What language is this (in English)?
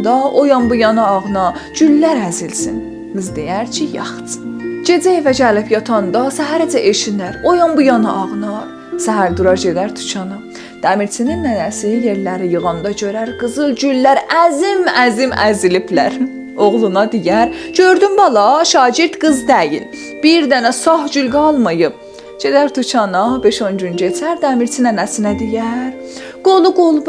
South Azerbaijani